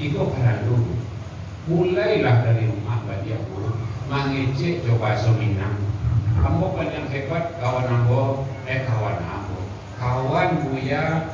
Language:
Minangkabau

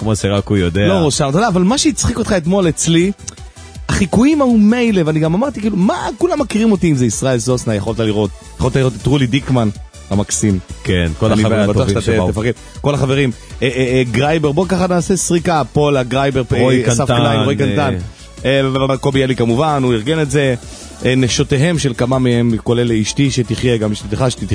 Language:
Hebrew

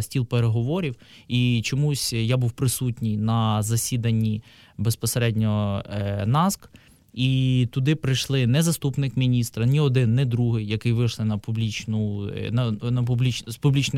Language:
Ukrainian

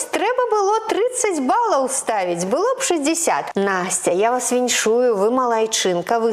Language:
Belarusian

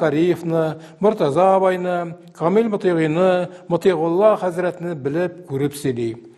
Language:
Tatar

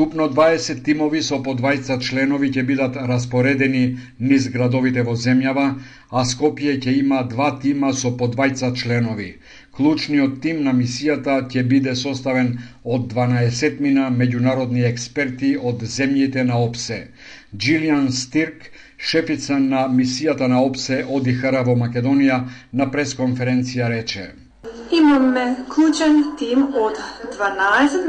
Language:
Macedonian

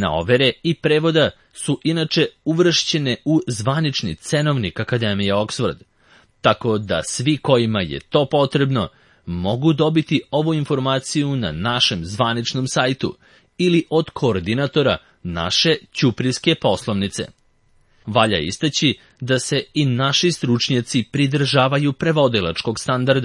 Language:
Serbian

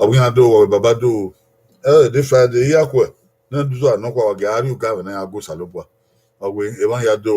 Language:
Bini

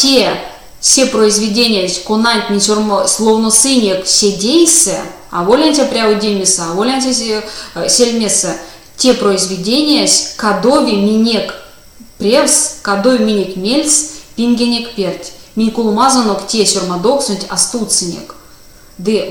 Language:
Erzya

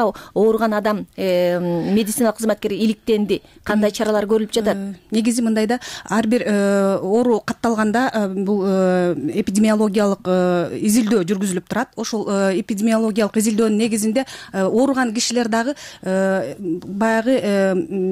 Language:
Kyrgyz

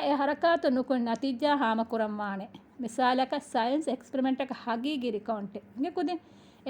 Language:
Divehi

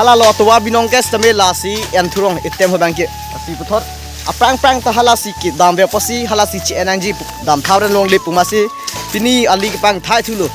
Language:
Karbi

